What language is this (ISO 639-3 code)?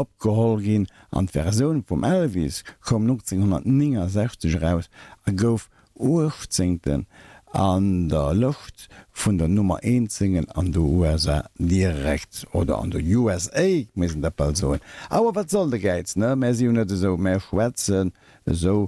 ltz